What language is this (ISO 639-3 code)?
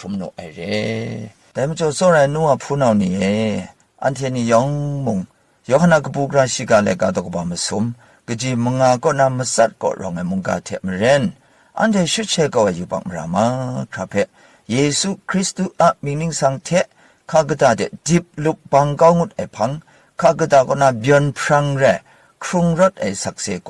kac